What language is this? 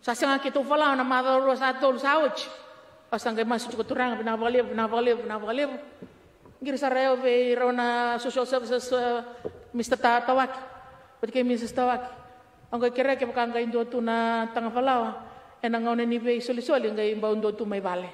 Fijian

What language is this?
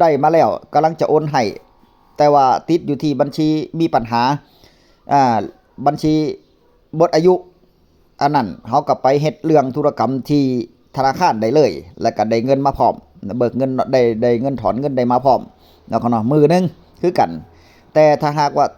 Northeastern Thai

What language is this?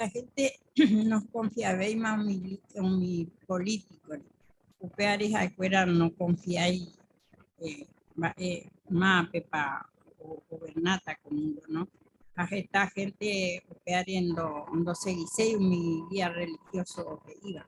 Guarani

